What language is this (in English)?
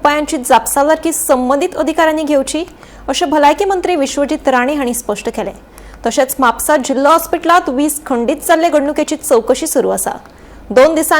Konkani